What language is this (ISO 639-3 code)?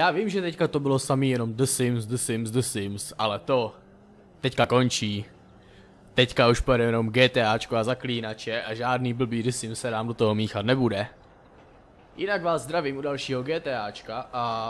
ces